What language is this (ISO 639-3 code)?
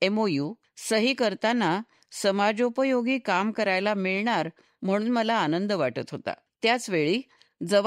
mar